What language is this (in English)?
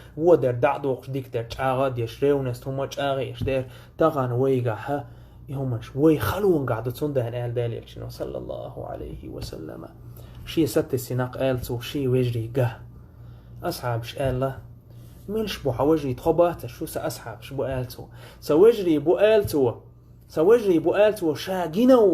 Chechen